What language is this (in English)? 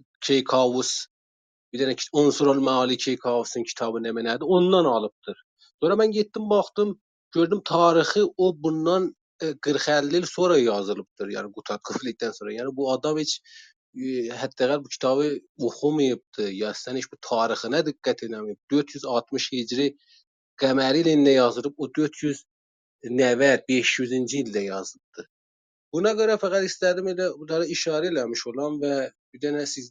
South Azerbaijani